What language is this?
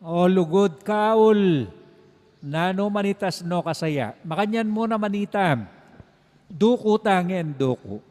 Pampanga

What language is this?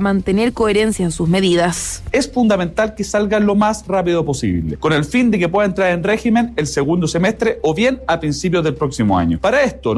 Spanish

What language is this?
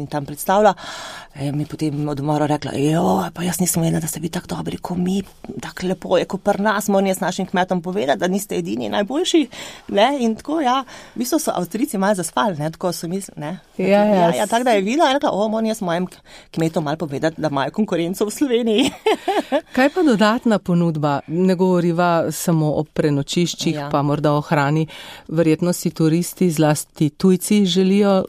Slovenian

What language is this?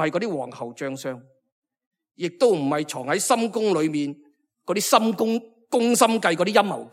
Cantonese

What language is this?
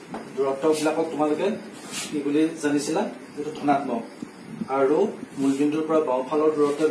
Assamese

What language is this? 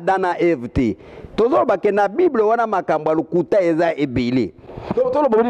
Lingala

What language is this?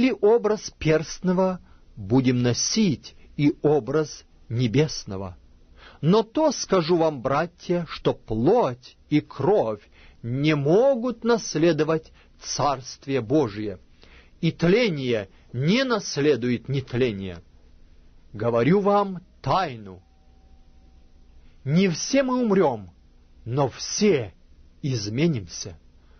Russian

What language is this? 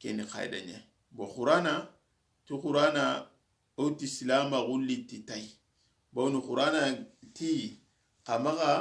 Soninke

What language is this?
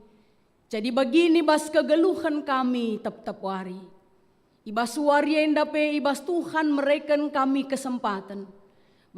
Batak Karo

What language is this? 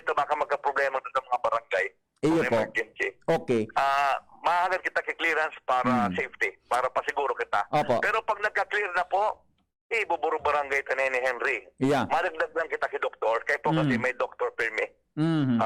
Bikol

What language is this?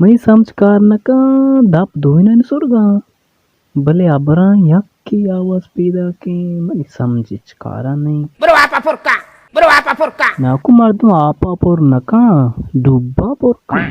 Baluchi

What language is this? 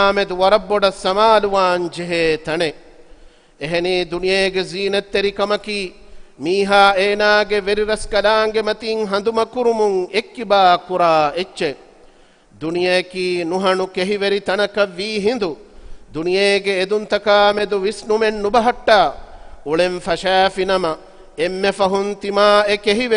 Divehi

